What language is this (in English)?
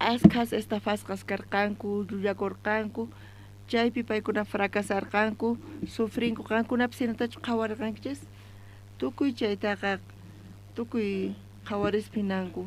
South Bolivian Quechua